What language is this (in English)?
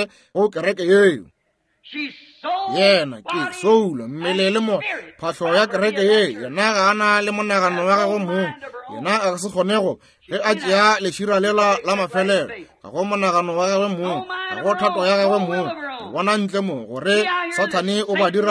Northern Sotho